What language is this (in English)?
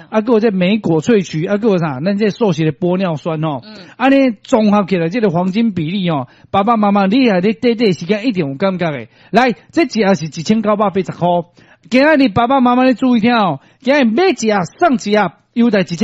Min Nan Chinese